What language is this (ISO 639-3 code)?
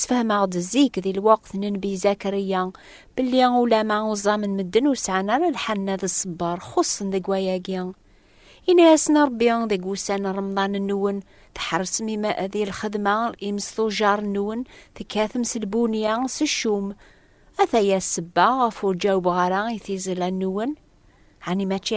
kab